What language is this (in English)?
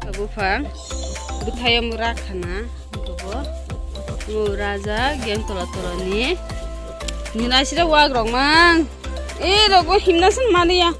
Kok Borok